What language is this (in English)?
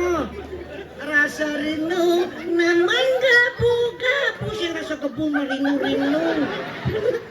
Balinese